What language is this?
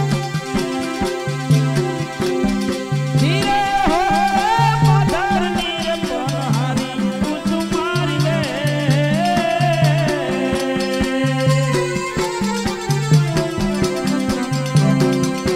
Gujarati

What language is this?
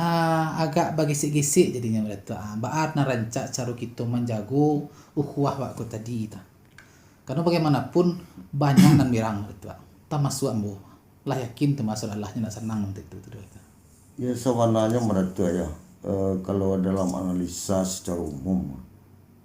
Minangkabau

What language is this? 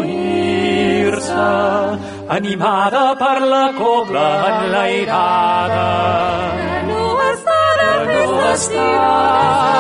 Catalan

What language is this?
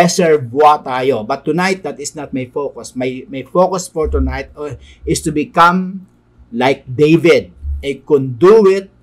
Filipino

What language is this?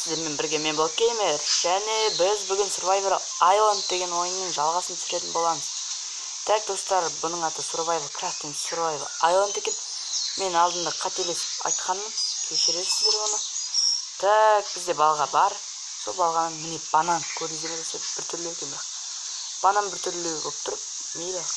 Kazakh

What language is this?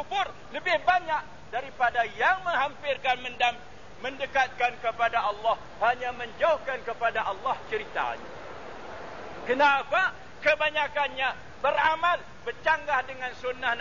Malay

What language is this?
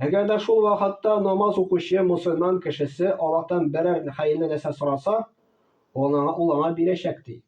Tatar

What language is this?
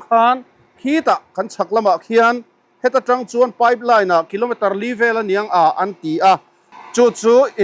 Mizo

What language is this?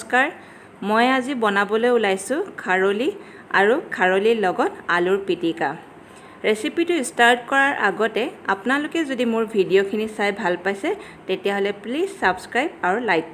Assamese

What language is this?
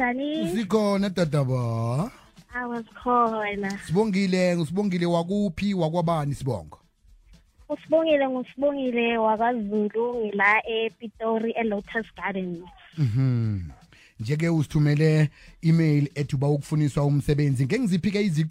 South Ndebele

